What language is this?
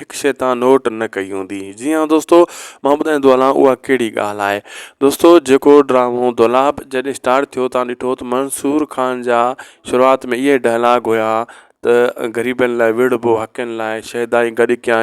Sindhi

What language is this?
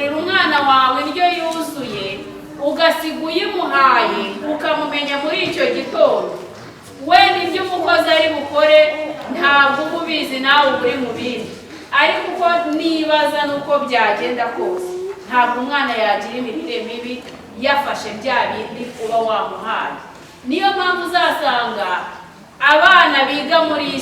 Kinyarwanda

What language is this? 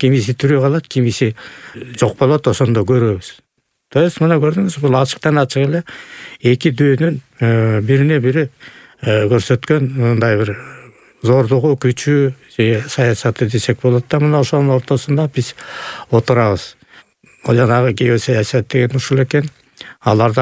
Kyrgyz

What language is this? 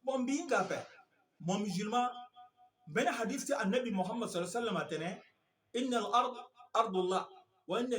Sango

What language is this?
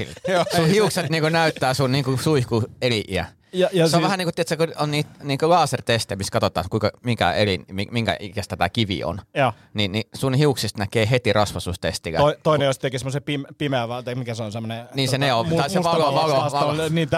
Finnish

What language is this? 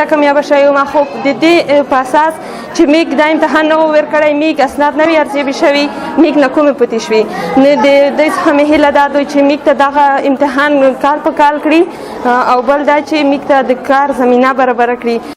Pashto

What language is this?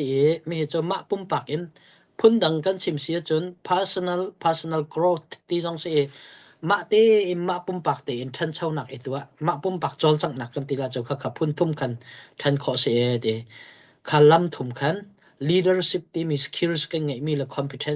Hakha Chin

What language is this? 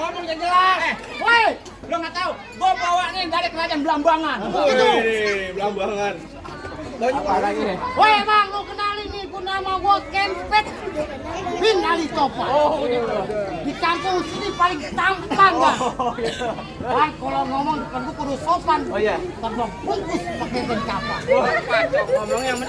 Betawi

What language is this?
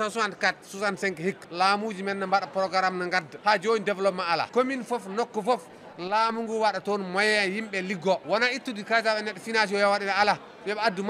Fula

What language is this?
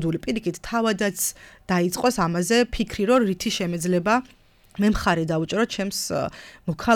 Georgian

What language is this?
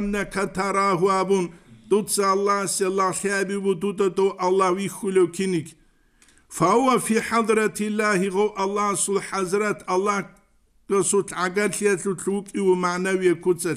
Avaric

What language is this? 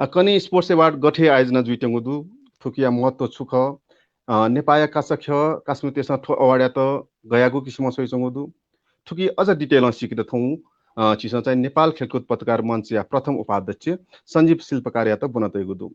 Newari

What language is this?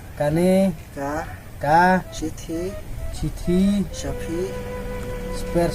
Khasi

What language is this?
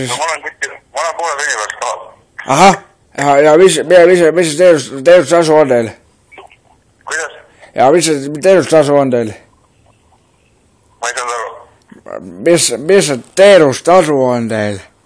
Estonian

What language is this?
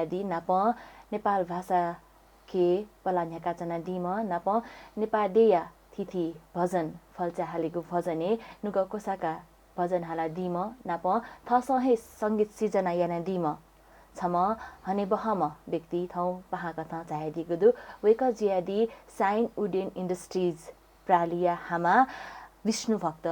Newari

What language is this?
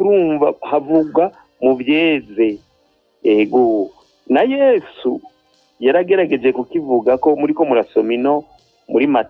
Rundi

